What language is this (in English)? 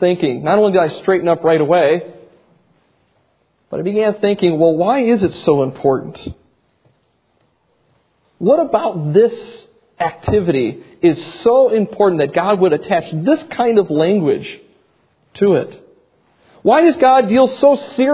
English